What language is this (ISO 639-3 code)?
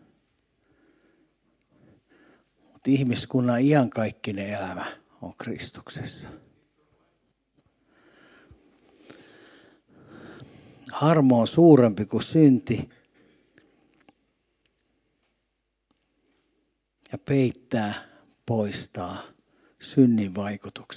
fin